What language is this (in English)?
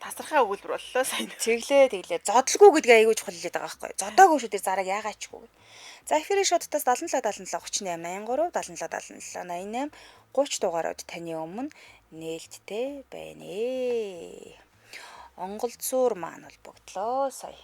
Mongolian